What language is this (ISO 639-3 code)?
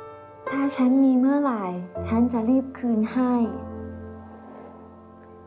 tha